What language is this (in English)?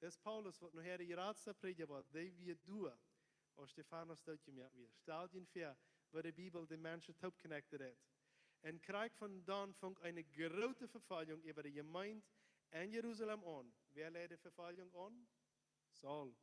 Plautdietsch